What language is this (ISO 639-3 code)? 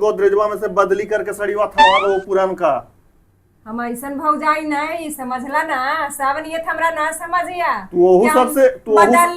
mag